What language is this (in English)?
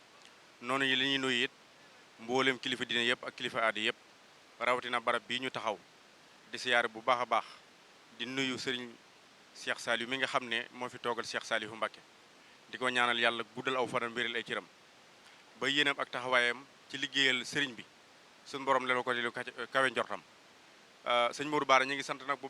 Wolof